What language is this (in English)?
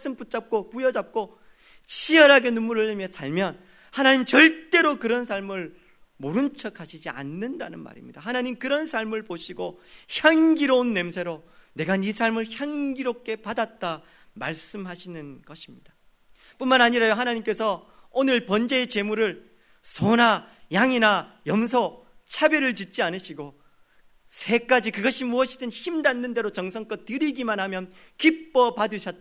Korean